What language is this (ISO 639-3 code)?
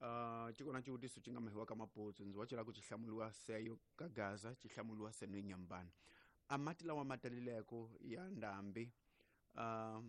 tso